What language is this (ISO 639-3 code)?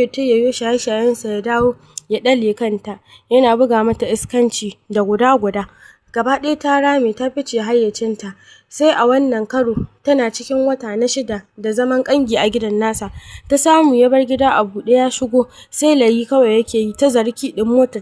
hau